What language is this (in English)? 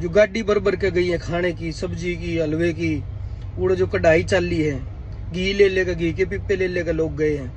Haryanvi